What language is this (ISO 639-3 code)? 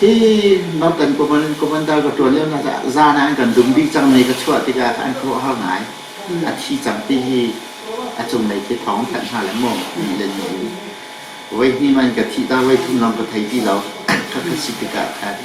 cnh